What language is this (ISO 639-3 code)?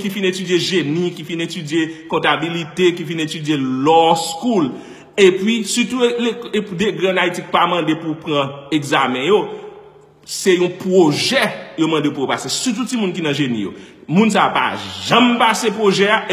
hat